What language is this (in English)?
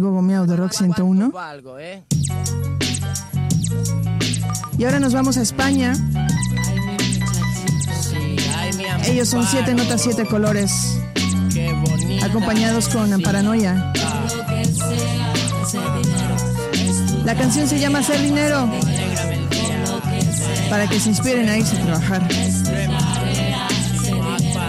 Spanish